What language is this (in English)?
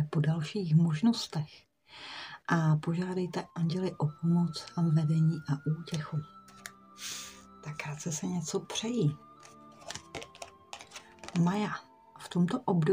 Czech